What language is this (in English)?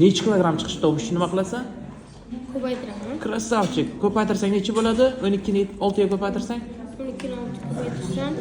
Uzbek